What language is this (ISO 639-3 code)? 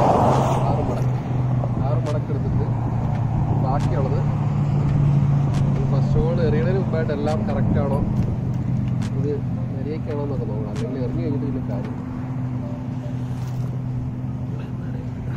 mal